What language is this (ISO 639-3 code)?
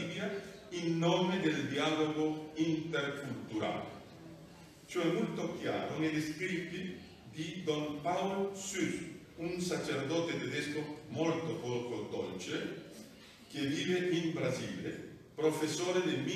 ita